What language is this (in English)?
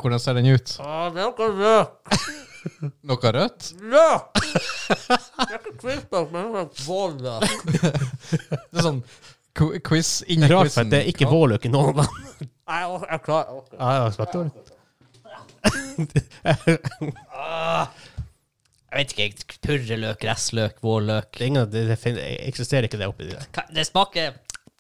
Norwegian